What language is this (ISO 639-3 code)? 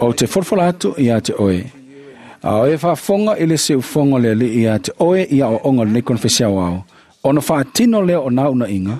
smo